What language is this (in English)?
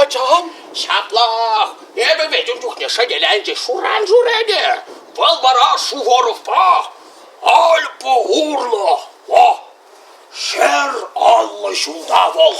Chuvash